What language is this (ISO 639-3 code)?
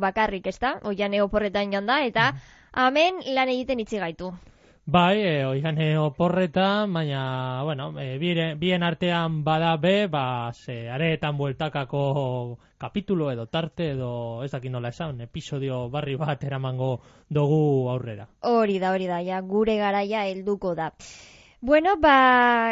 eus